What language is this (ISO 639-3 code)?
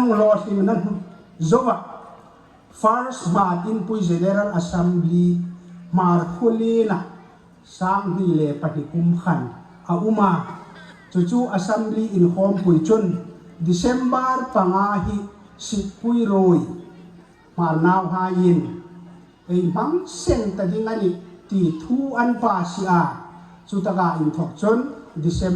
hmr